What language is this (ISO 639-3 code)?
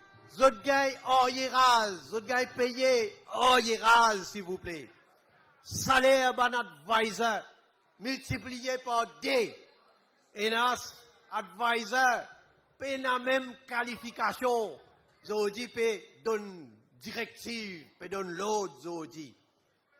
mfe